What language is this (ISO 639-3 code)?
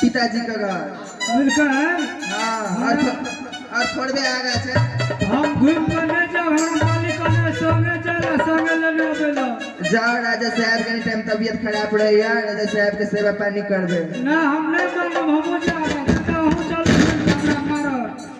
mai